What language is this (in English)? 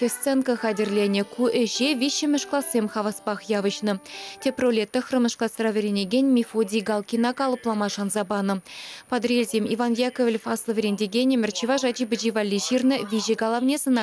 Chuvash